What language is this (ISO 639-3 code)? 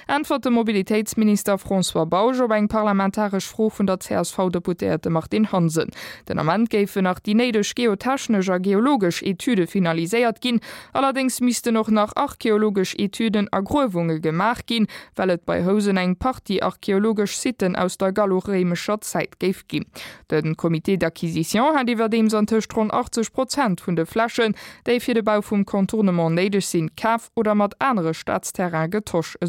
ltz